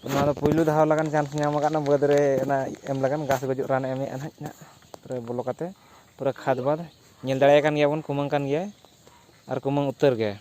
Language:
Santali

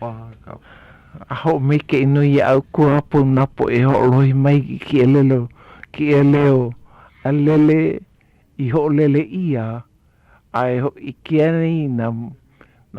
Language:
Hawaiian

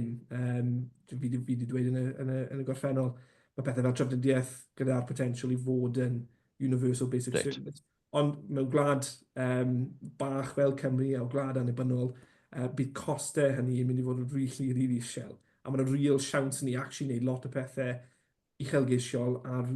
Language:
Welsh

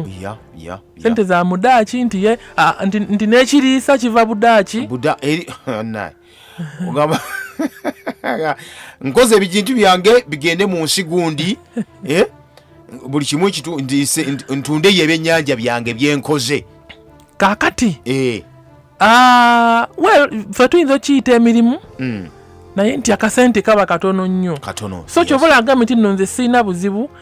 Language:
Ganda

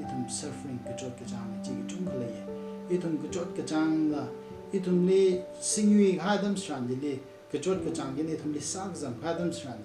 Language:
Tangkhul Naga (India)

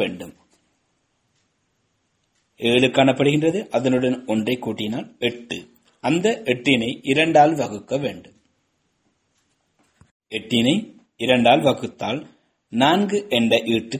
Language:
Tamil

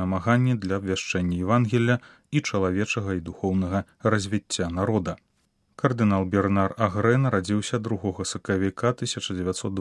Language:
Belarusian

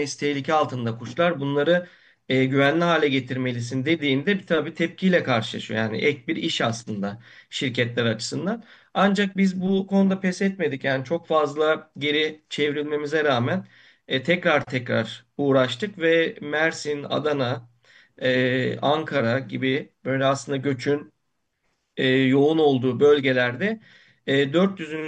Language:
Turkish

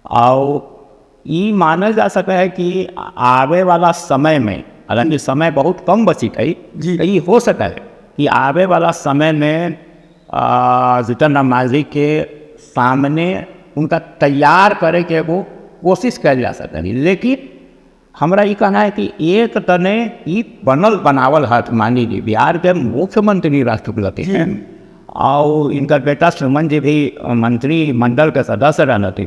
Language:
Magahi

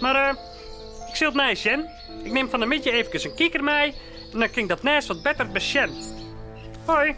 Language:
Western Frisian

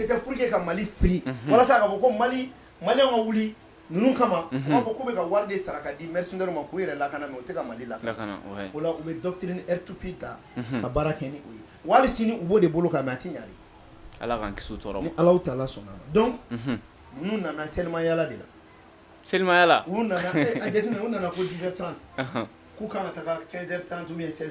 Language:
Bambara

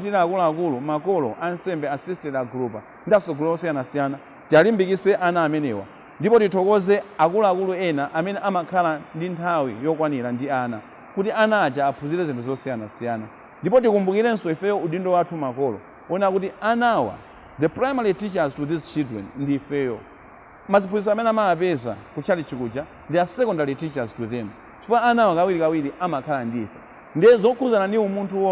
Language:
Nyanja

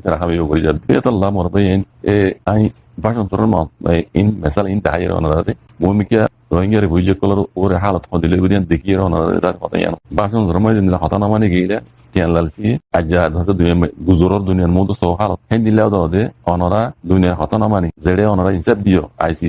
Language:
Rohingya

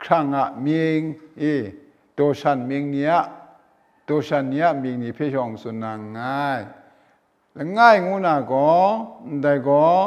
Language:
Kachin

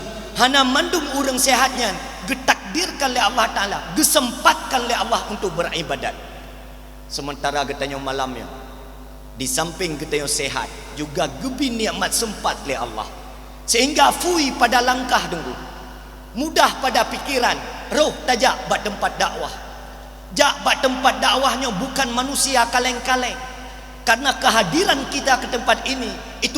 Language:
Achinese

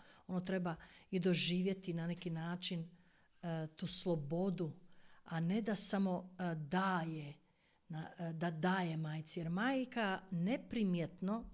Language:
Croatian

